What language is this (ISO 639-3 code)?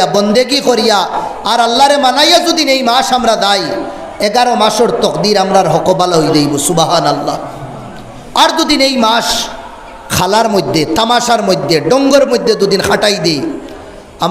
syl